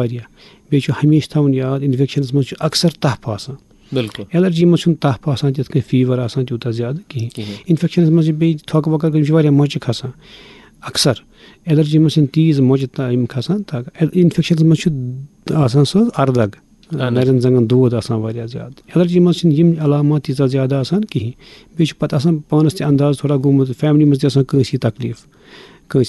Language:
Kashmiri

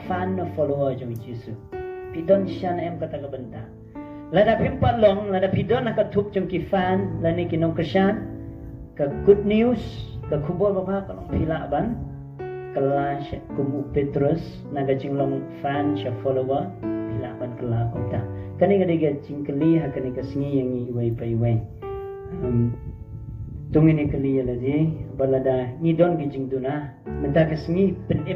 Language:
Khasi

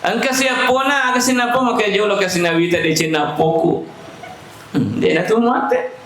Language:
Buginese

